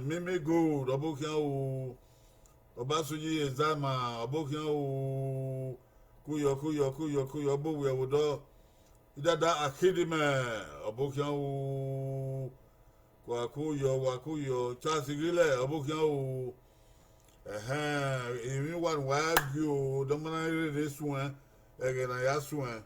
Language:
Bini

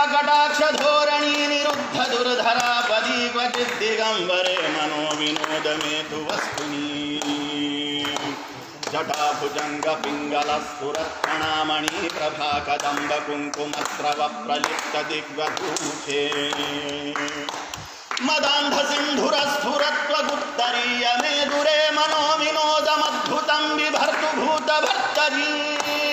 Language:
Sanskrit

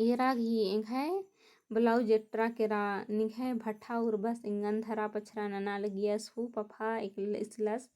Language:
Kurukh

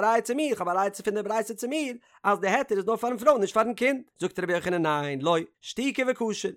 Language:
Yiddish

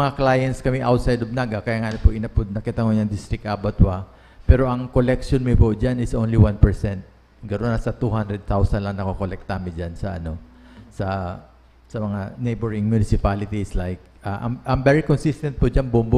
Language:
Bikol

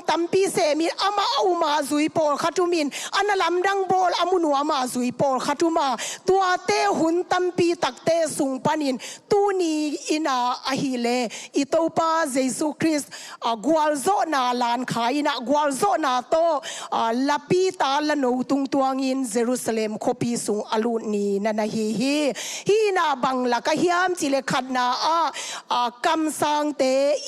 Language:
Tedim Chin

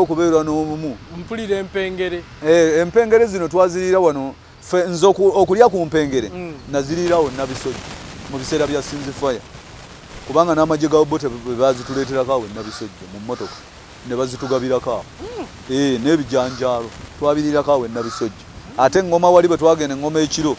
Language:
Ganda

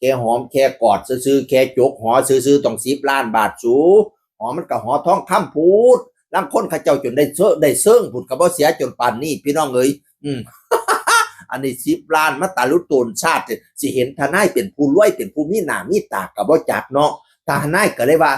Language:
Northeastern Thai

